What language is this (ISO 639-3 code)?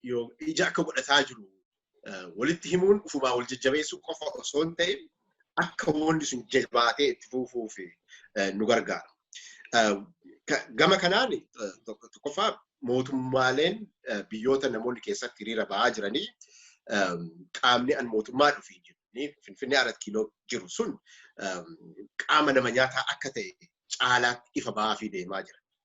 orm